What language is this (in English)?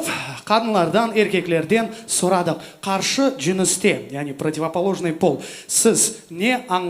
Crimean Tatar